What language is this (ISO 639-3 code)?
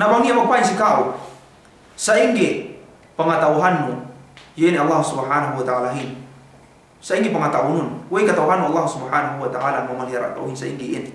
yka